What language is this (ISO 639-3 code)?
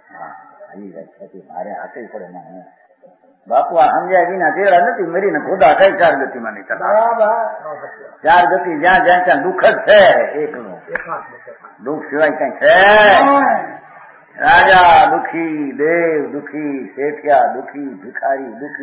guj